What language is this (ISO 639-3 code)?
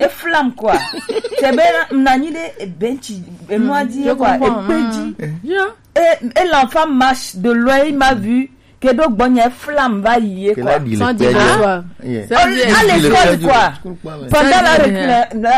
fra